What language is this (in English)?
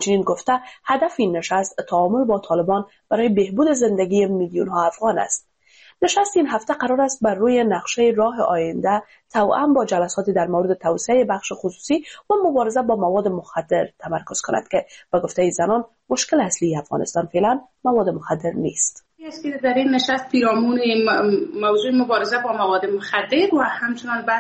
Persian